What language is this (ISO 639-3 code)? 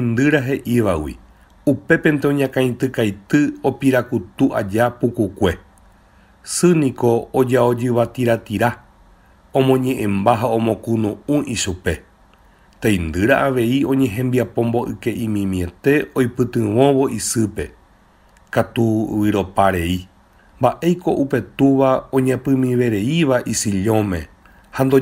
grn